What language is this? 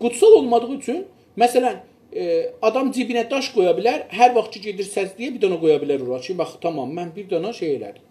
South Azerbaijani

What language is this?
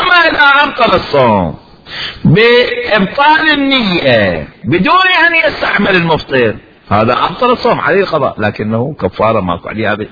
Mesopotamian Arabic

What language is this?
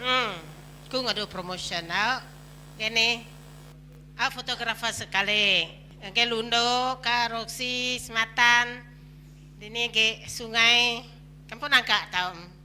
Iban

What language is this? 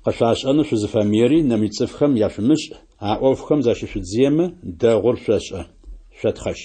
Adyghe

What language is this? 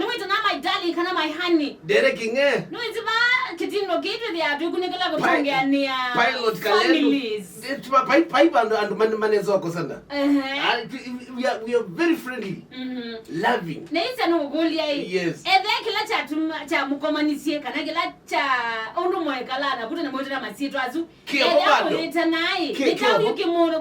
Kamba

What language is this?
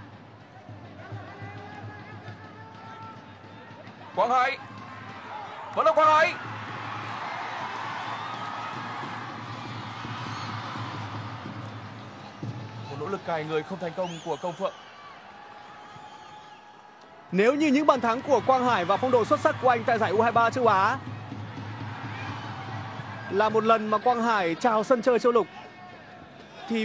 Vietnamese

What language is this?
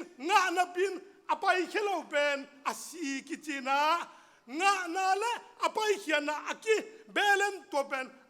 Tedim Chin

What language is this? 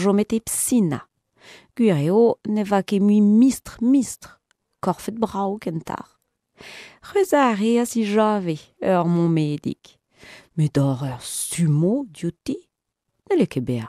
Breton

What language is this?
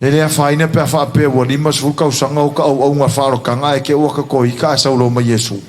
Samoan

